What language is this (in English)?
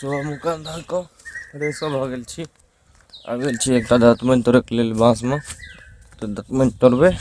Maithili